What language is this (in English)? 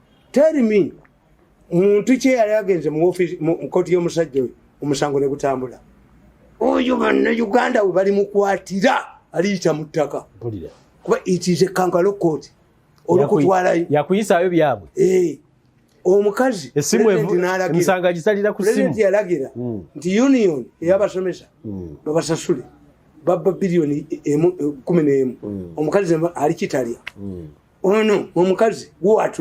Ganda